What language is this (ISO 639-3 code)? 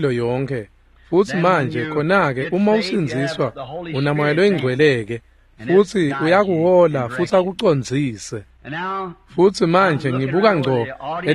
ssw